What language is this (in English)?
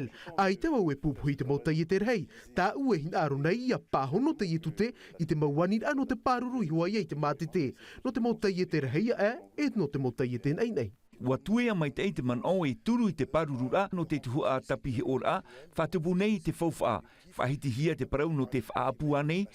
Tahitian